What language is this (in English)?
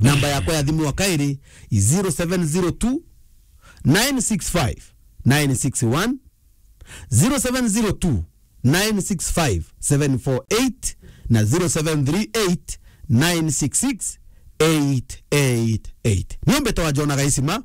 Meru